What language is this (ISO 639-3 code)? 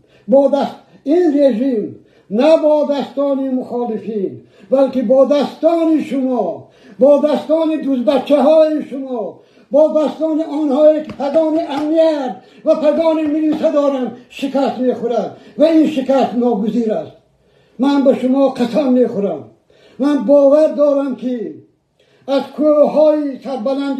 tgk